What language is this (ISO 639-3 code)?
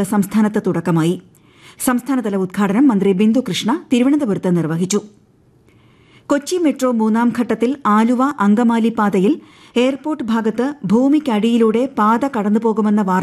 mal